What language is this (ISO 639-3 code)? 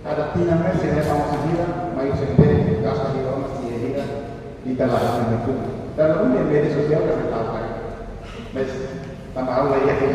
tet